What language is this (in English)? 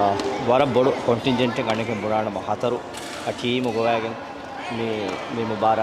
Divehi